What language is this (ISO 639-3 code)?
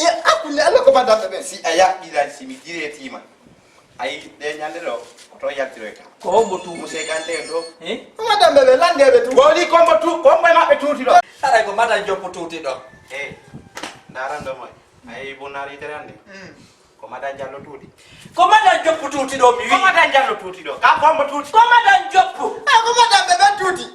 ful